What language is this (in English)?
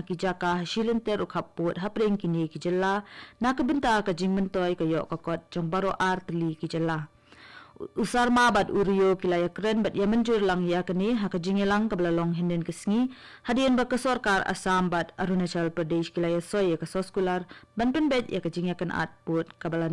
Khasi